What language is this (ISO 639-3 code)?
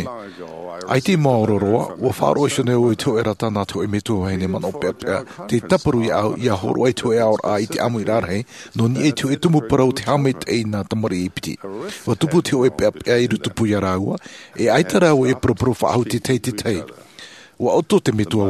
tah